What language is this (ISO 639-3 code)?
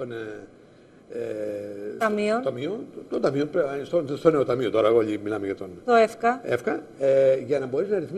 ell